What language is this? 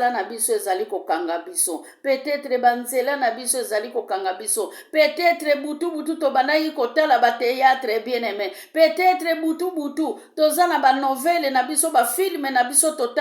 Lingala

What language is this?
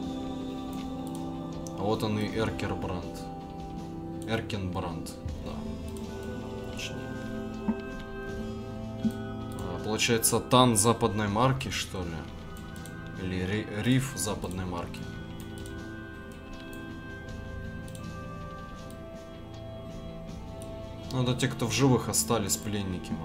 Russian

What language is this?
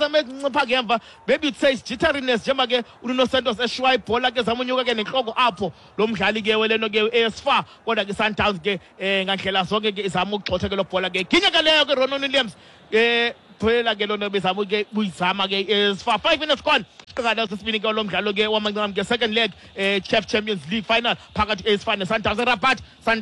Xhosa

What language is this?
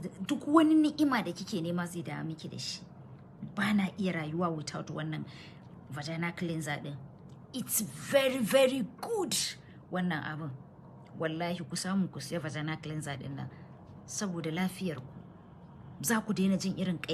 Hausa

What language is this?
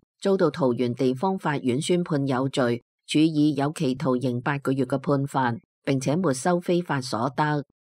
Cantonese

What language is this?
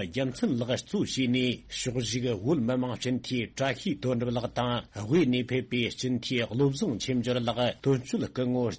Tibetan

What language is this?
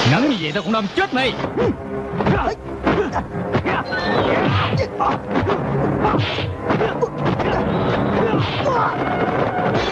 Vietnamese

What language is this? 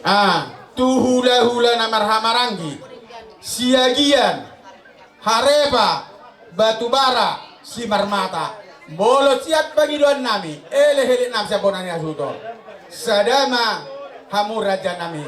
Batak Toba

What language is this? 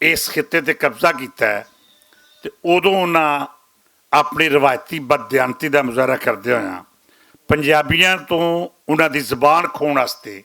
Western Panjabi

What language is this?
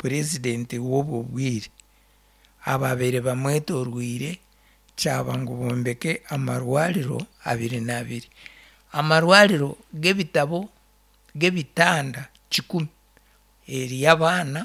Nyankole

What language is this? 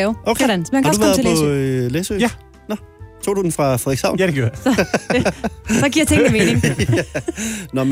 Danish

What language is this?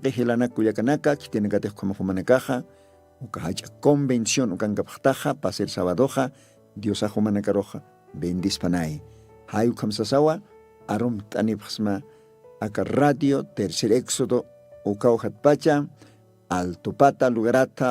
Aymara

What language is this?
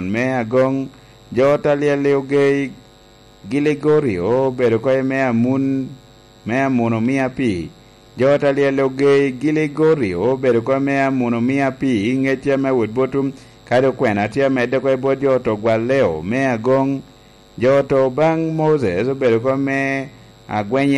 Lango (Uganda)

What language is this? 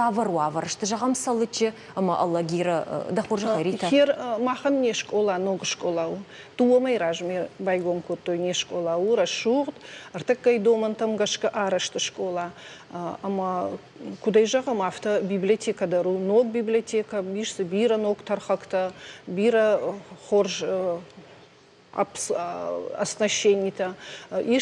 Ossetic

